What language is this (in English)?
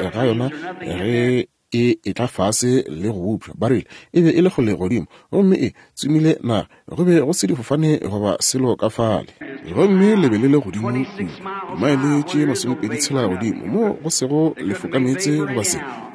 Northern Sotho